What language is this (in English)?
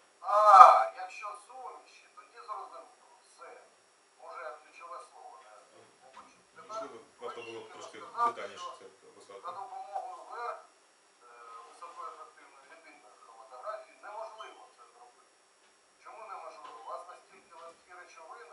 Ukrainian